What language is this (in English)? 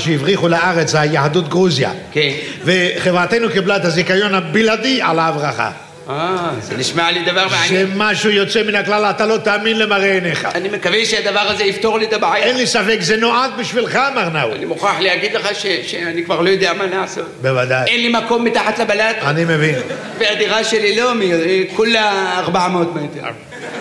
Hebrew